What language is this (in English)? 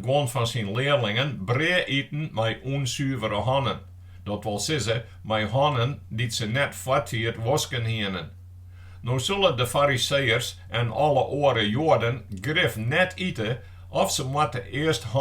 Western Frisian